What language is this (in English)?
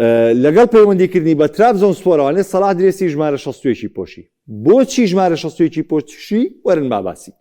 Central Kurdish